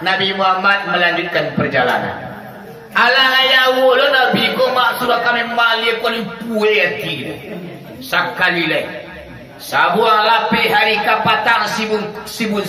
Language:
Minangkabau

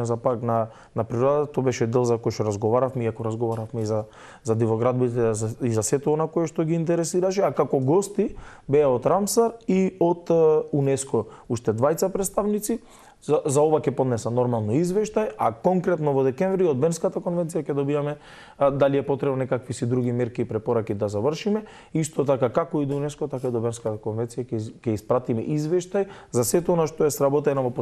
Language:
Macedonian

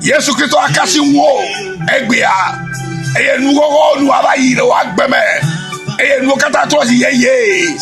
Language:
Ewe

